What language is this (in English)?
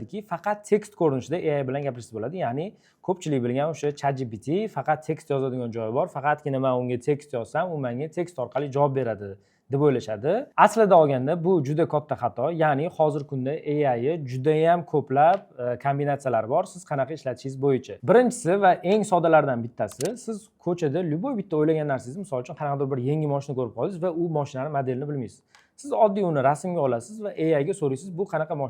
Uzbek